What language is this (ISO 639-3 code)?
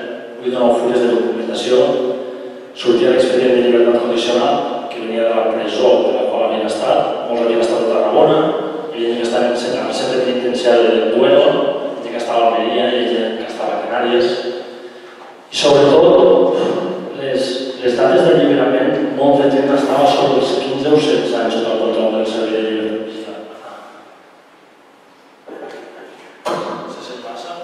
cat